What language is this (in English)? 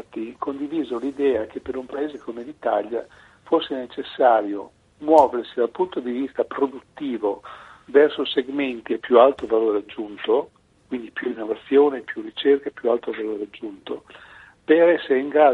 Italian